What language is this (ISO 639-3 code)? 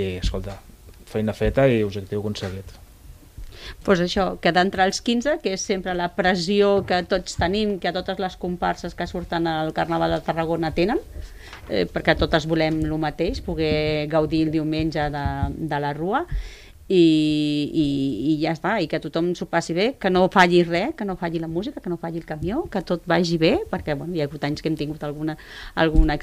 cat